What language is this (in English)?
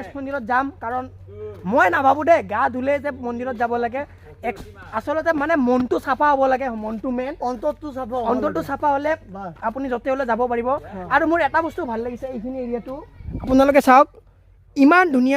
Assamese